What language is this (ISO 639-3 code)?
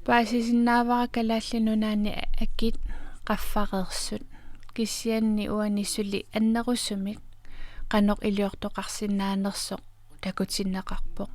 kal